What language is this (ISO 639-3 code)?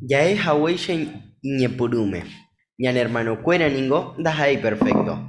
grn